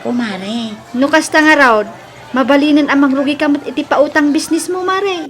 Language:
Iloko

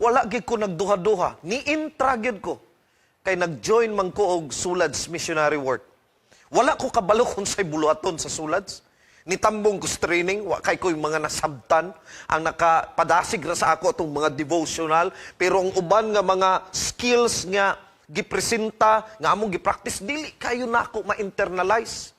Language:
Cebuano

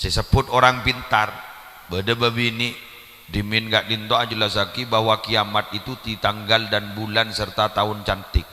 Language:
Madurese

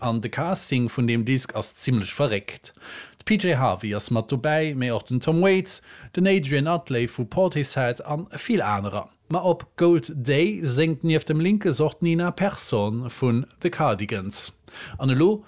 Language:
Luxembourgish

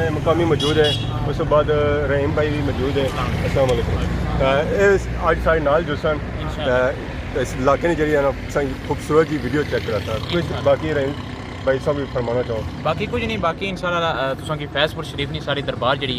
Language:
Pahari-Potwari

